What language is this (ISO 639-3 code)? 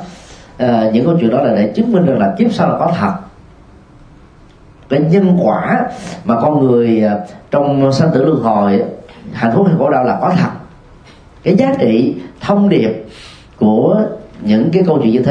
vie